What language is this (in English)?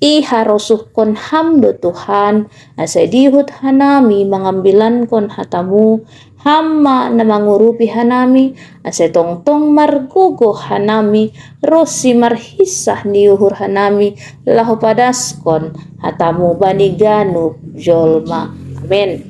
Batak Simalungun